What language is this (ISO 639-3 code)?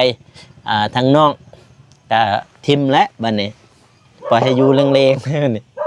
lao